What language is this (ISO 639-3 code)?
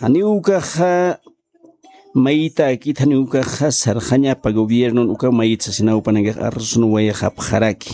aym